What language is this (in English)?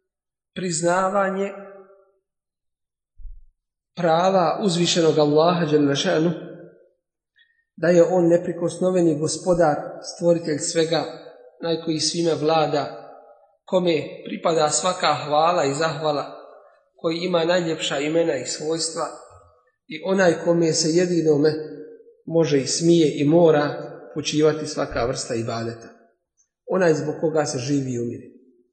Bosnian